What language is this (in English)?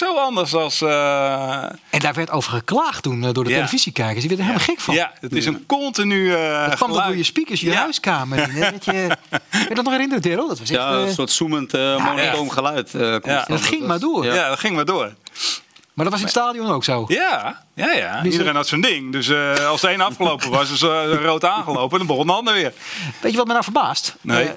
Dutch